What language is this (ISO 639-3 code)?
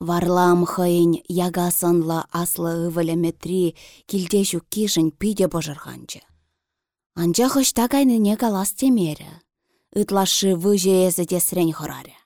chv